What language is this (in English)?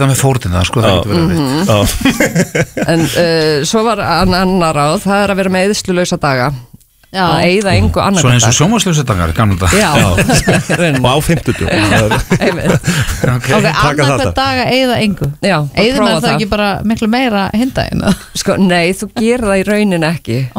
Icelandic